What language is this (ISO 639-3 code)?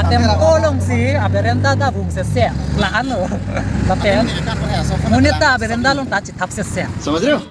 mjw